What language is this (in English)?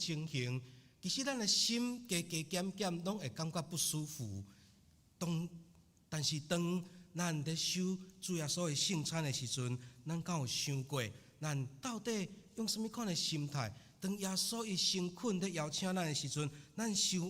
Min Nan Chinese